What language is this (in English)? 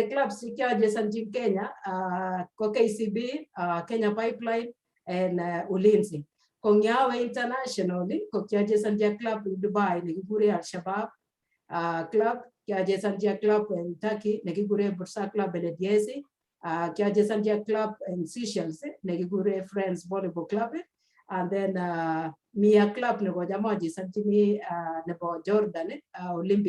Kalenjin